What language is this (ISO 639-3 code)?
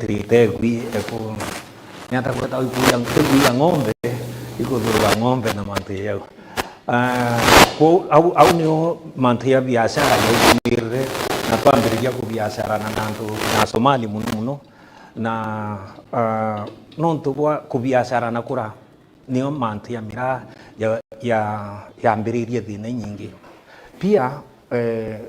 mer